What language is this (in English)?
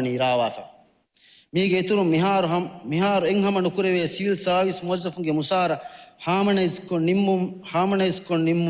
Divehi